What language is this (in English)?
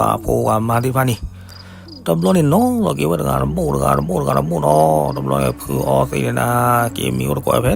S'gaw Karen